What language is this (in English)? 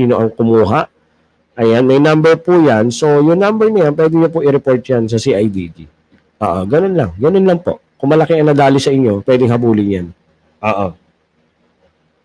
Filipino